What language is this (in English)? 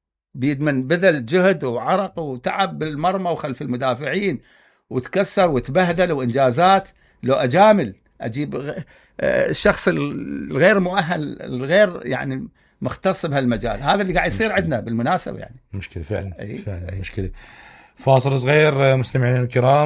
Mesopotamian Arabic